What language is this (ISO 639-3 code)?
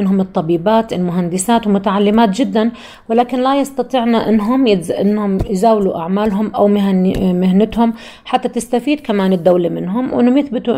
apc